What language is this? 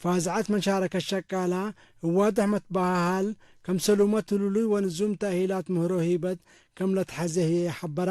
Tigre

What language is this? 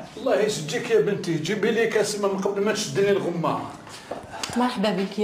Algerian Arabic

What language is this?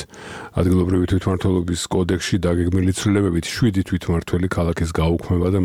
Georgian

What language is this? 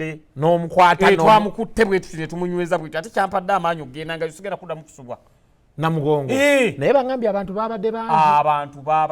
Ganda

